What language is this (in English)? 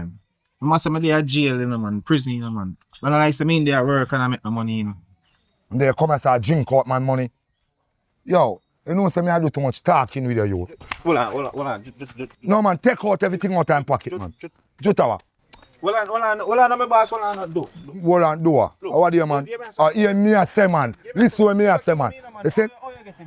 Jamaican Creole English